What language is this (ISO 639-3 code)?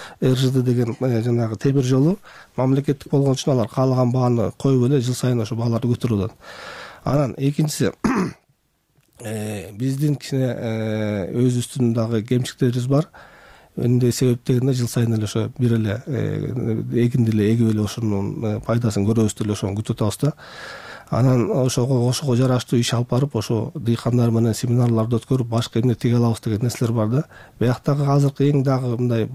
kir